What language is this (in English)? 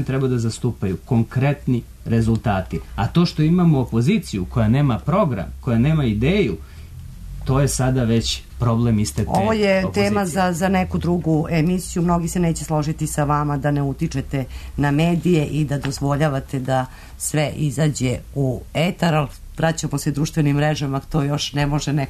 Serbian